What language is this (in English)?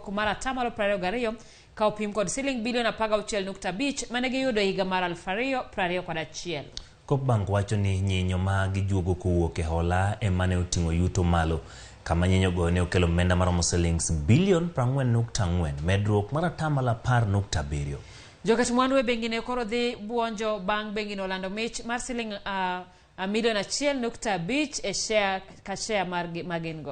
Luo (Kenya and Tanzania)